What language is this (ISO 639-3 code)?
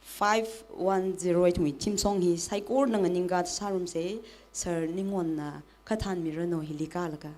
nmf